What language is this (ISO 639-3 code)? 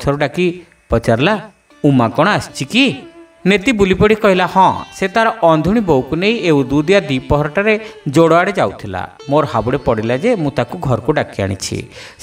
ori